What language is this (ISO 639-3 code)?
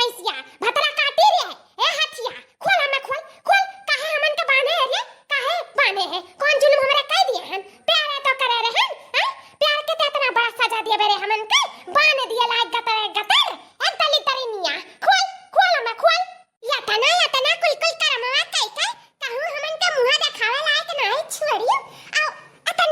awa